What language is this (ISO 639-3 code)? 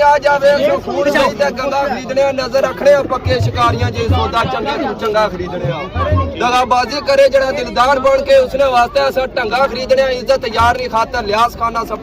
phr